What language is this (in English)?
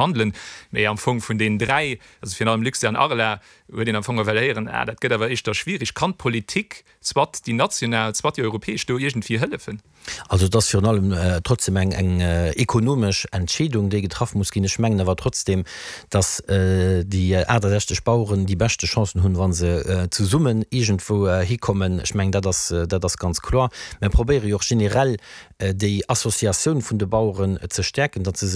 Luxembourgish